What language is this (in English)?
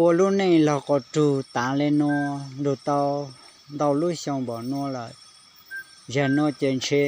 Hmong